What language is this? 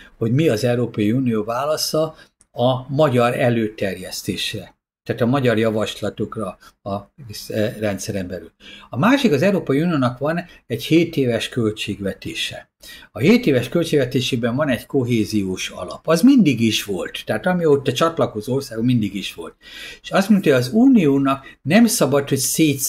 Hungarian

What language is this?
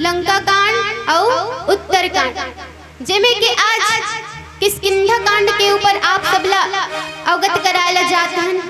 Chhattisgarhi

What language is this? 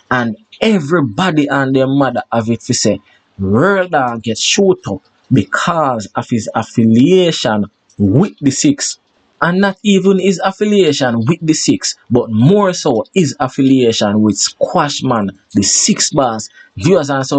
Jamaican Creole English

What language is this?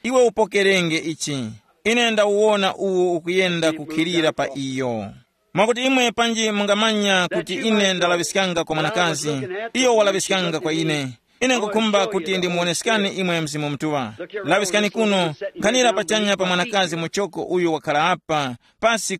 Tumbuka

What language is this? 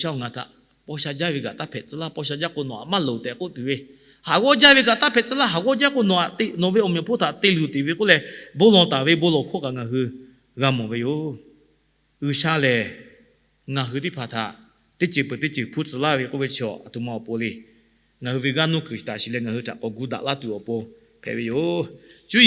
Lahu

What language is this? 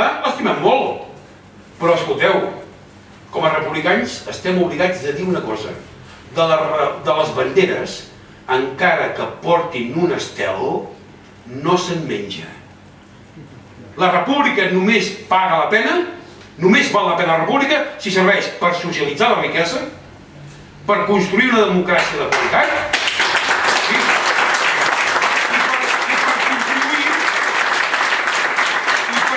Catalan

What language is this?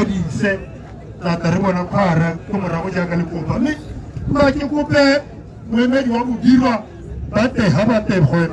Tswana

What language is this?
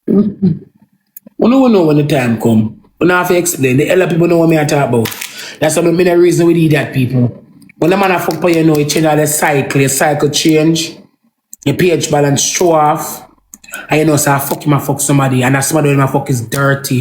Jamaican Creole English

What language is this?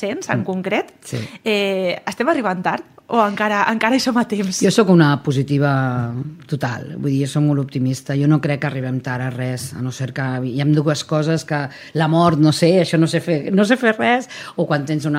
Catalan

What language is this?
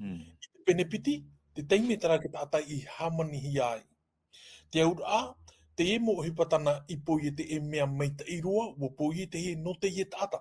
Tahitian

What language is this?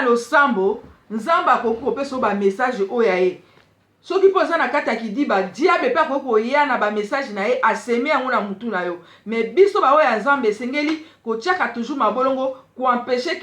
Lingala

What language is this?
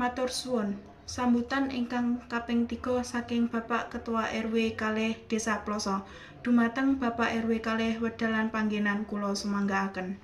Javanese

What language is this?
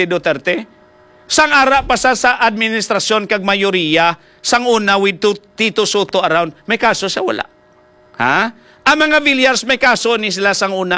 Hiligaynon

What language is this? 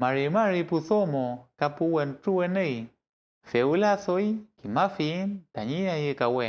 Mapuche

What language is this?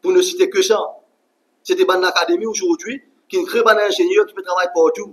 Morisyen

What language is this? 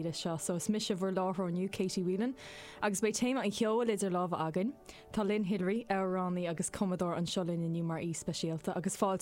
Irish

